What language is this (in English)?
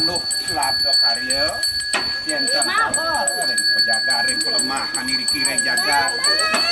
Balinese